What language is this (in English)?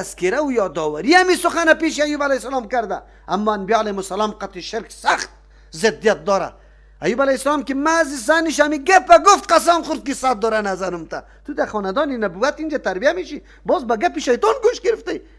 Persian